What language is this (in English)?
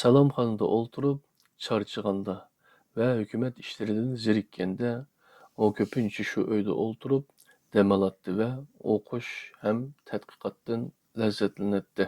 Uyghur